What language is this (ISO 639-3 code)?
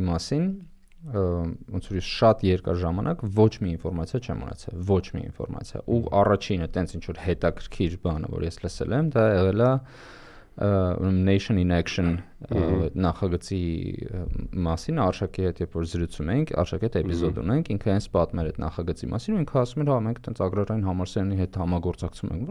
hye